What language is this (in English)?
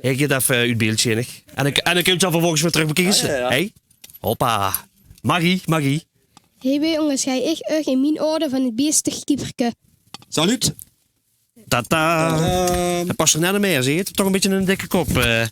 Limburgish